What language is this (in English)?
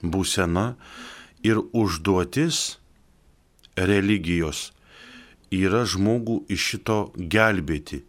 Lithuanian